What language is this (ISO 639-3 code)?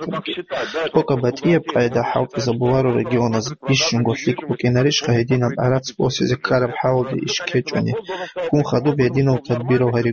ava